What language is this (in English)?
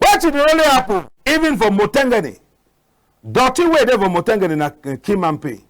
Cameroon Pidgin